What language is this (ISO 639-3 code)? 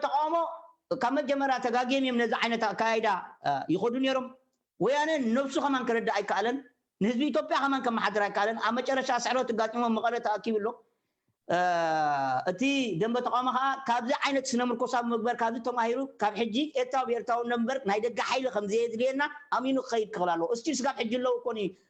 tir